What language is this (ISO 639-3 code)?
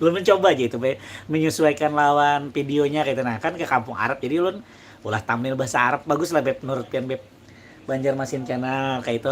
bjn